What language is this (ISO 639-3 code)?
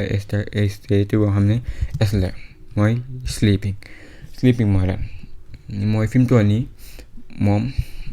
wol